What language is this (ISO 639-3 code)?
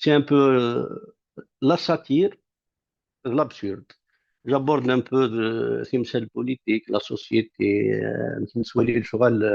kab